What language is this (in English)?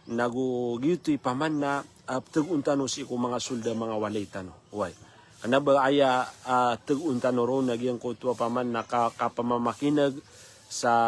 Maranao